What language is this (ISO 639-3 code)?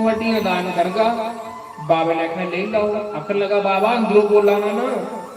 doi